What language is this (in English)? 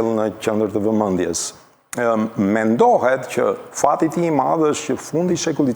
Albanian